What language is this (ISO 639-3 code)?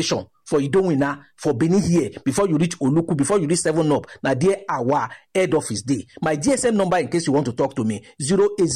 pcm